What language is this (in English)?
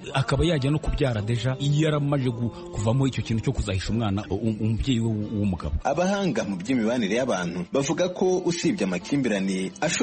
Kinyarwanda